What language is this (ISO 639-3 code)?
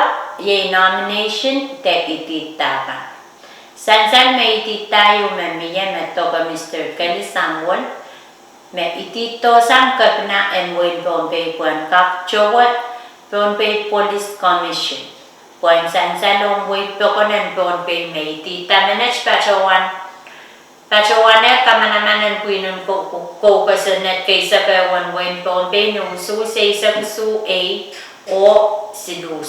pon